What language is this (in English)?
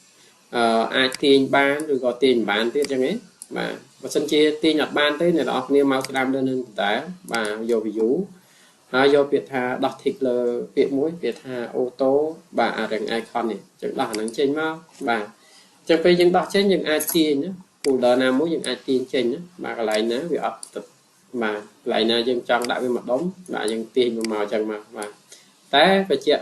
Khmer